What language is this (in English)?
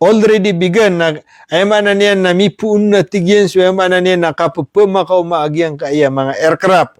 Maranao